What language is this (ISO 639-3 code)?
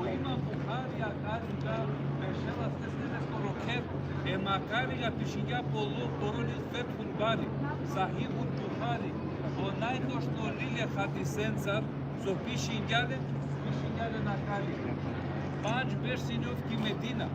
rmn